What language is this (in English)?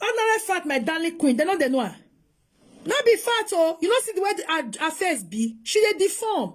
Nigerian Pidgin